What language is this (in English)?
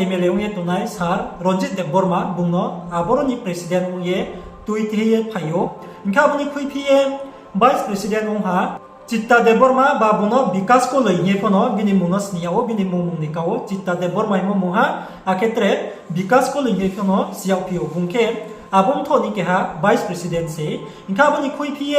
Riang (India)